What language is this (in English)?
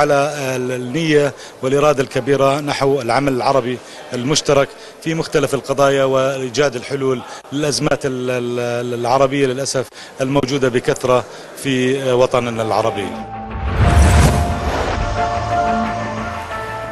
Arabic